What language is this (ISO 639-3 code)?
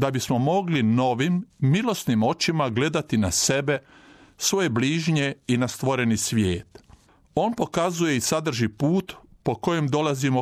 hrv